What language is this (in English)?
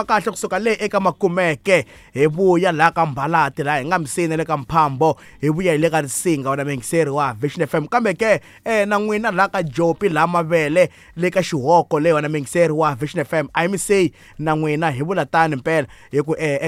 Tsonga